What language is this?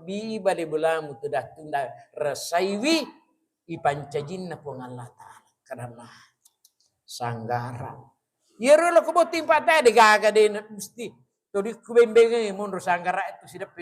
Buginese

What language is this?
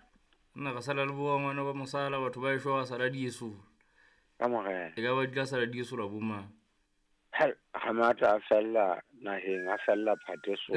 Southern Sotho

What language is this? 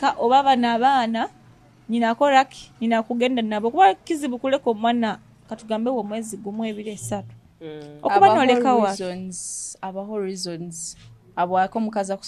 Nyoro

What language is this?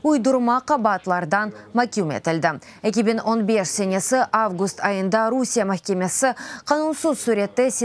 Crimean Tatar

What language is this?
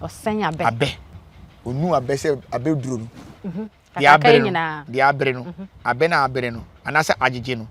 Akan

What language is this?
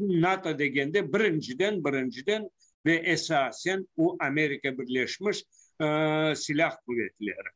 Crimean Tatar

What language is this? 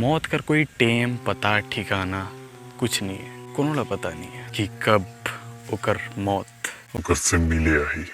Chhattisgarhi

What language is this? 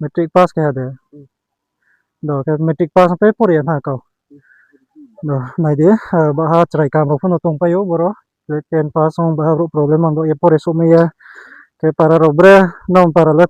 Riang (India)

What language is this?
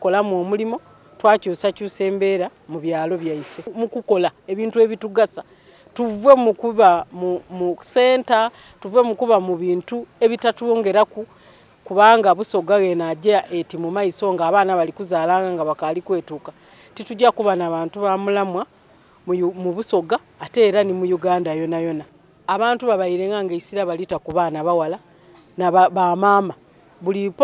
Soga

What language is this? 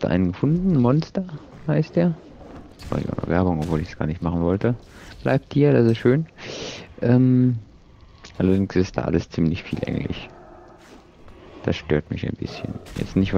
German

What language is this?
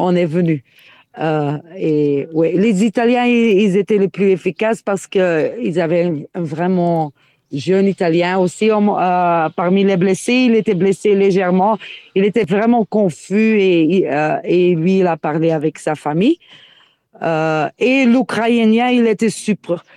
French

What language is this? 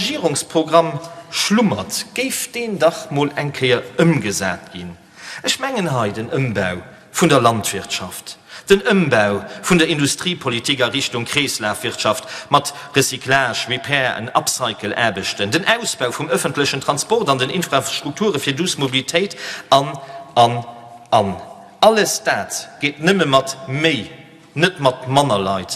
Luxembourgish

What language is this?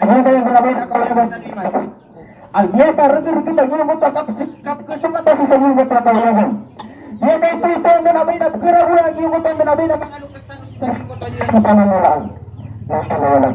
Maranao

